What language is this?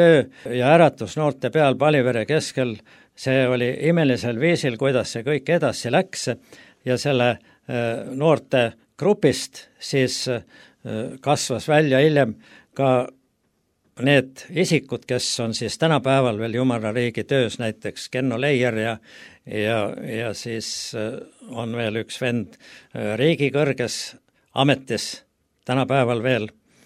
Estonian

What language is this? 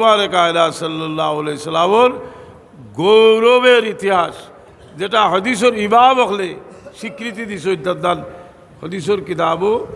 Sylheti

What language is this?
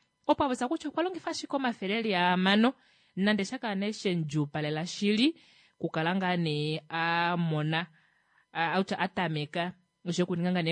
Kuanyama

